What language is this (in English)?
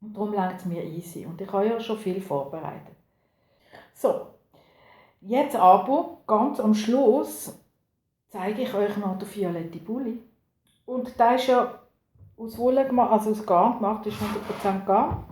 Swiss German